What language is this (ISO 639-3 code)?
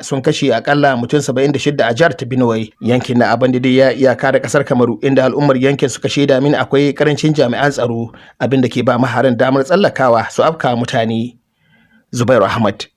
hau